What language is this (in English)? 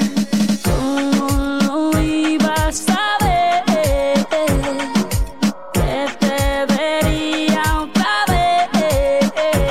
Spanish